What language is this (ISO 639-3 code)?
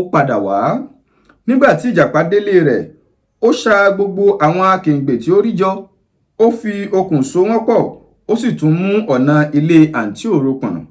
yor